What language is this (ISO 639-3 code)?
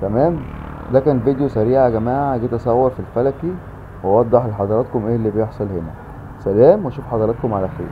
arz